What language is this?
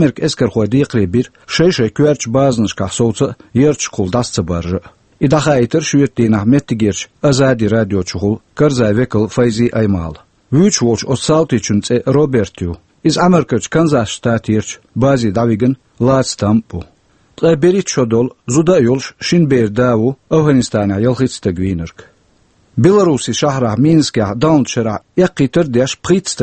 Chechen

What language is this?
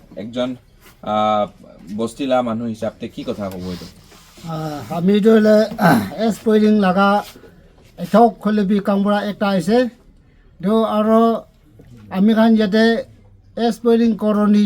Naga Pidgin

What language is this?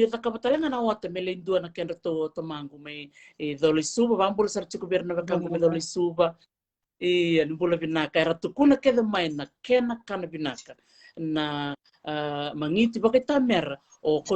Fijian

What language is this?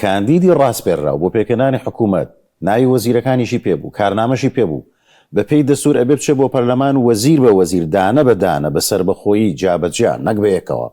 Central Kurdish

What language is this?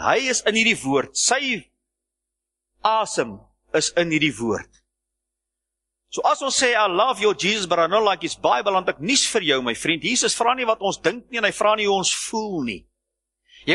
Afrikaans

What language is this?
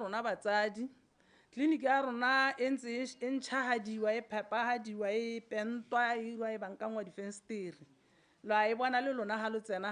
Tswana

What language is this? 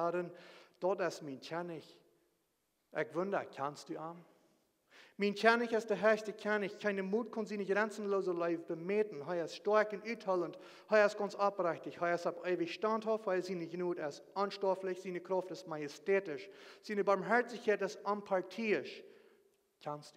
Plautdietsch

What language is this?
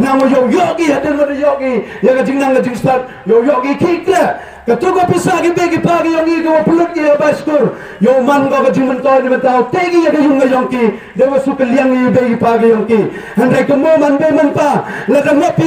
Khasi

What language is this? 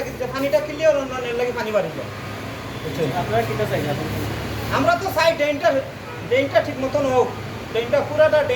Sylheti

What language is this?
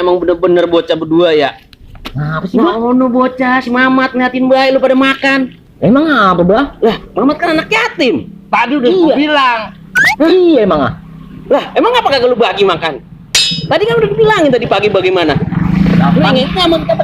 Betawi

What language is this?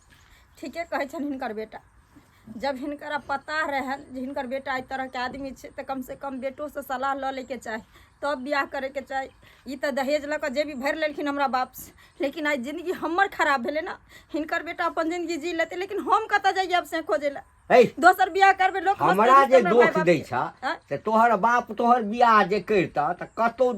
Maithili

